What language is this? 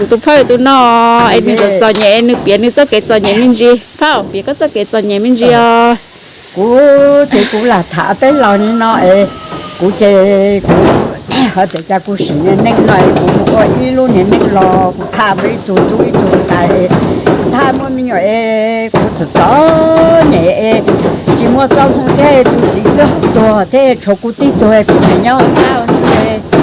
Hmong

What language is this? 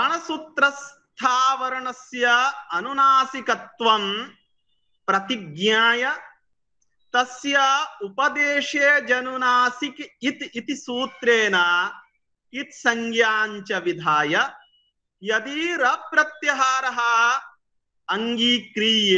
Sanskrit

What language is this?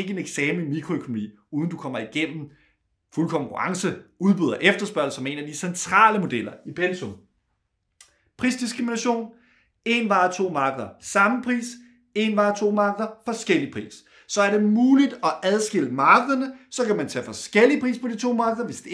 Danish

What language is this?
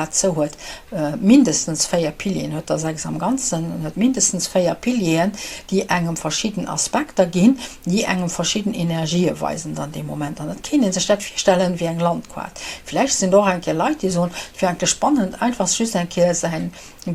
Luxembourgish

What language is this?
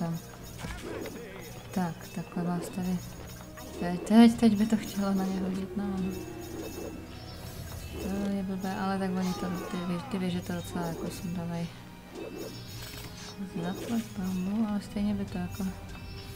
Czech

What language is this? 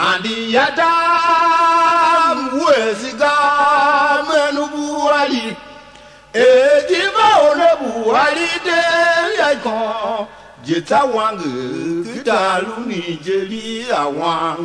Tiv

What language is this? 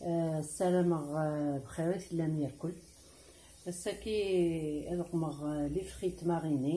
Kabyle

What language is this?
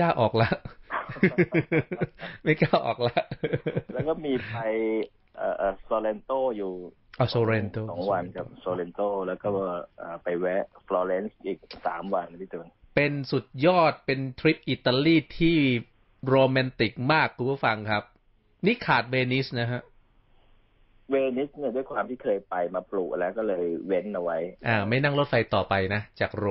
Thai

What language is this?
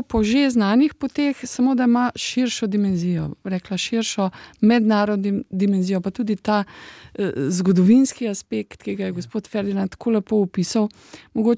Slovenian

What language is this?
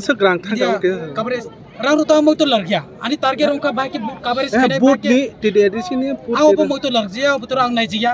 Kok Borok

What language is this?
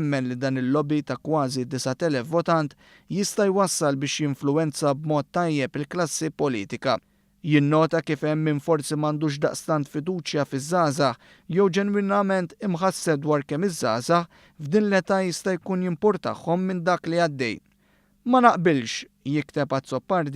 Maltese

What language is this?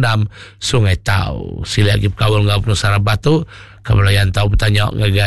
Iban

